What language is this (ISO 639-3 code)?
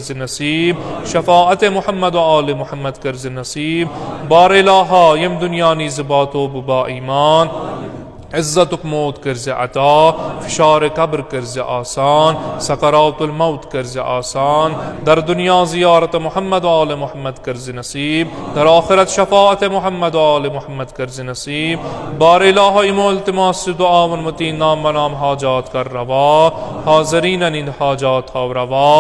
kas